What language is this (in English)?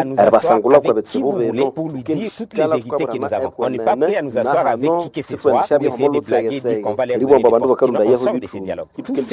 Nande